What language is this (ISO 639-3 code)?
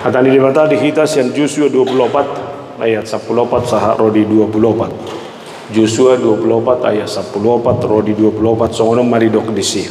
bbc